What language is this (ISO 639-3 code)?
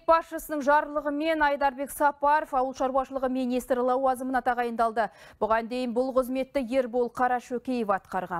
kaz